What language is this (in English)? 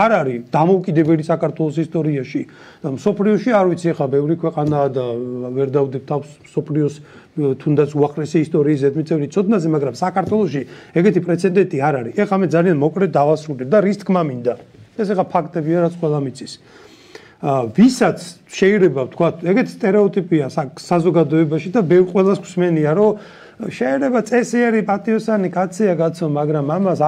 Georgian